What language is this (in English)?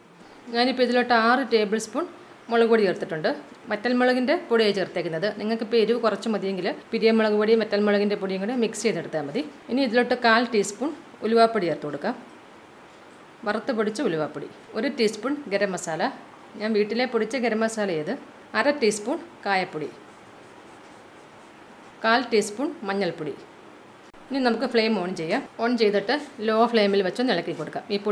Malayalam